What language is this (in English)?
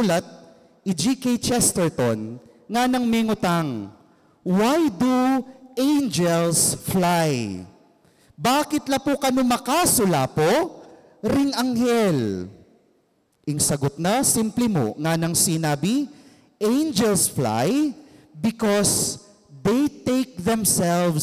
Pampanga